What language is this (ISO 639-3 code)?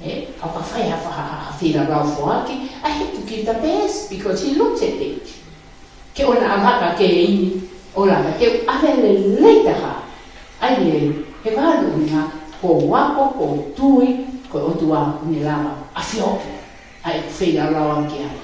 ton